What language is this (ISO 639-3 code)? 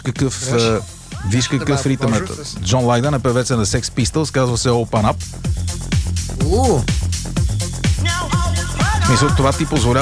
bul